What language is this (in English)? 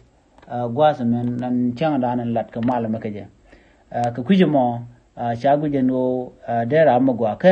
Nuer